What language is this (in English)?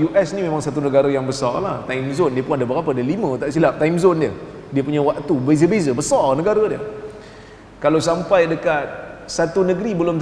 Malay